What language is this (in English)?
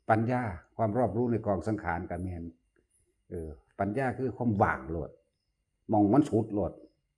Northeastern Thai